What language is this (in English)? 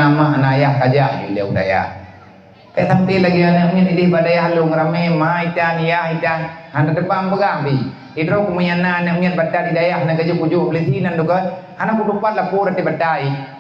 Achinese